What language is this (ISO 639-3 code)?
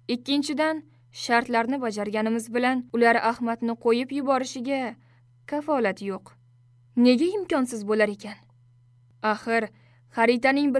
uzb